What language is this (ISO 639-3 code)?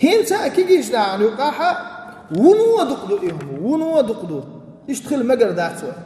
che